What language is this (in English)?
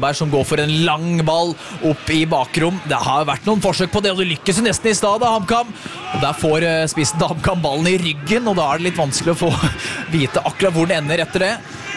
Norwegian